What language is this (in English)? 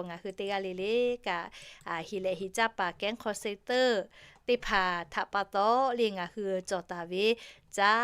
Lahu